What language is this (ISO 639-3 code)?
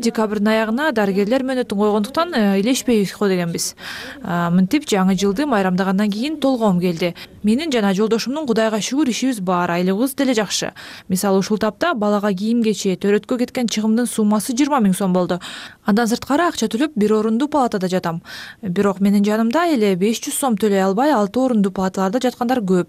kir